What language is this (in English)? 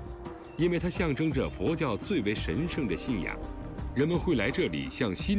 Chinese